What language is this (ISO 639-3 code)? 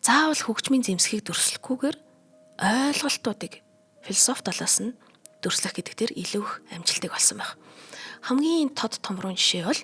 mon